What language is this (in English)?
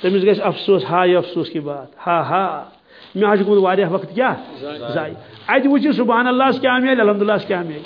Kashmiri